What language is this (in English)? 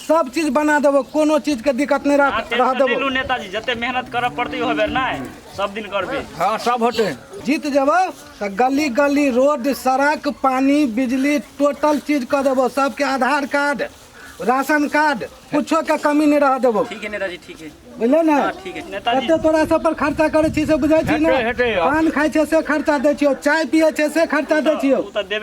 Maithili